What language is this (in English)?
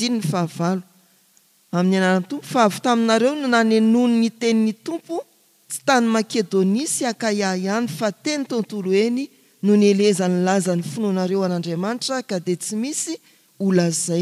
Malagasy